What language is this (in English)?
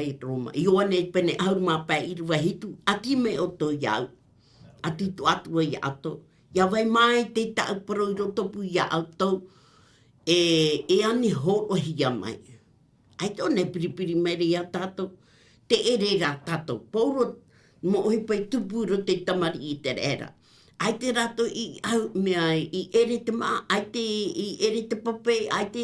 Tahitian